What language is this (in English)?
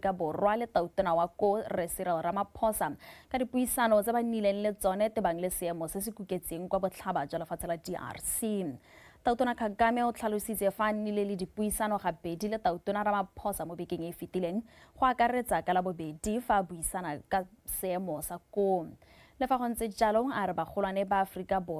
Tswana